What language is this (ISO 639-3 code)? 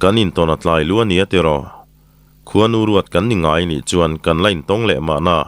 lus